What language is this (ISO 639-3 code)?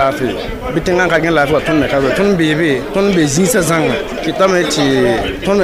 mos